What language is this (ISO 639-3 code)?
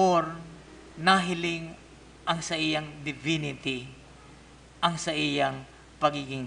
bik